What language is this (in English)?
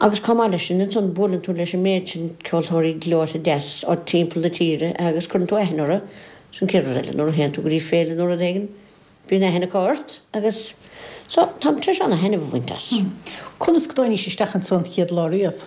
Irish